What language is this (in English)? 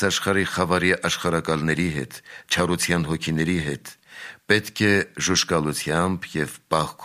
Armenian